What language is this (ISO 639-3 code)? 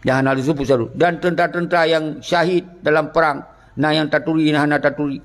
ace